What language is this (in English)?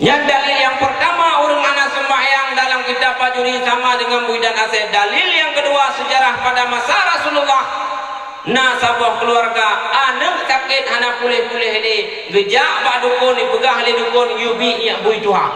Achinese